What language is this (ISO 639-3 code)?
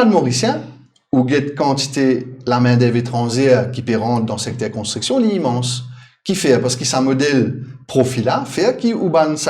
mfe